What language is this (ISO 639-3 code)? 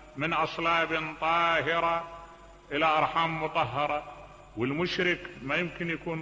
acm